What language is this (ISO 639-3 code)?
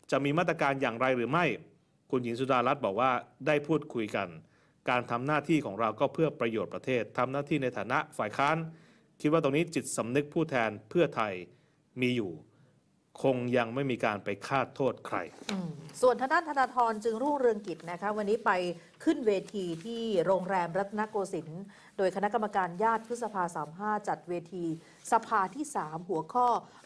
tha